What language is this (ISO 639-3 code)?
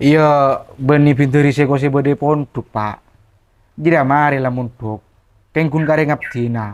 mad